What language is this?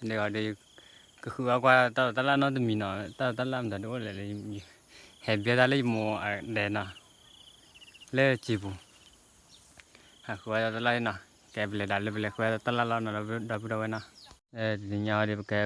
S'gaw Karen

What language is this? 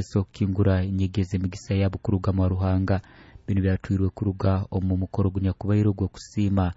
Nyoro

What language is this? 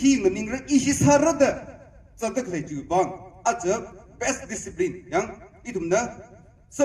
Tangkhul Naga (India)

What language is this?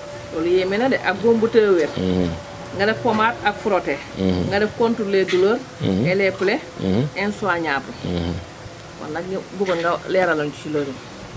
Wolof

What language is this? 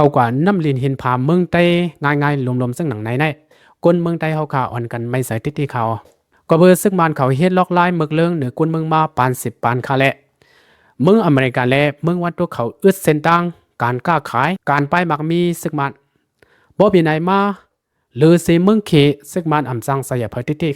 Shan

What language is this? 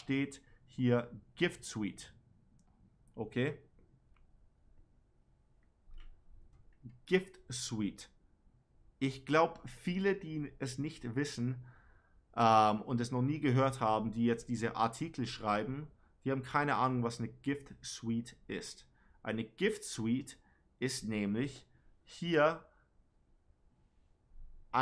German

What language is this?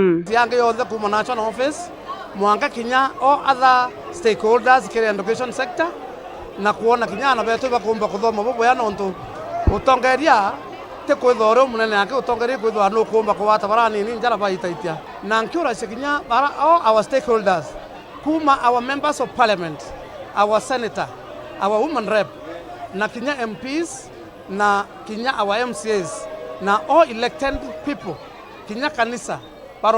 Meru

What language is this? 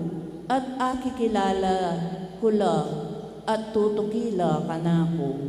Pampanga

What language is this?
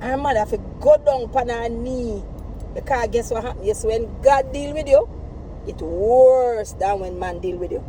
Jamaican Creole English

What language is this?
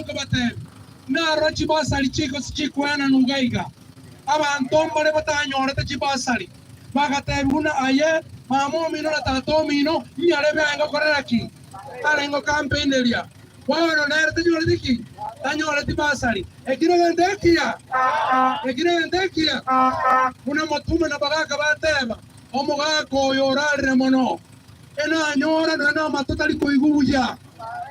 Gusii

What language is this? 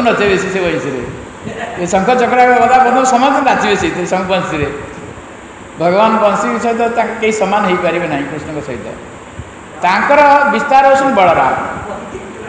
Odia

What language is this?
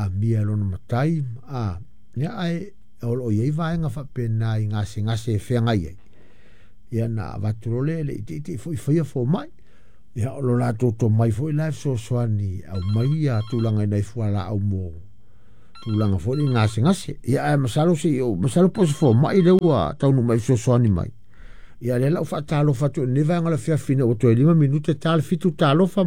Samoan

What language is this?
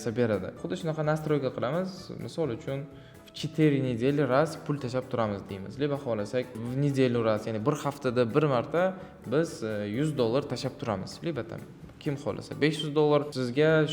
Uzbek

